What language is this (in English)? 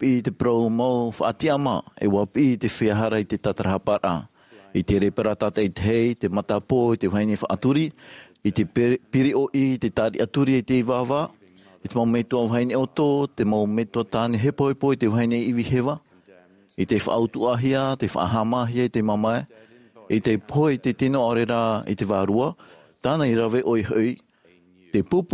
Tahitian